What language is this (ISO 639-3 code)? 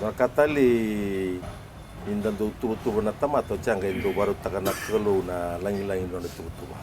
fij